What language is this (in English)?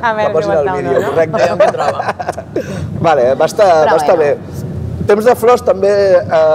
Catalan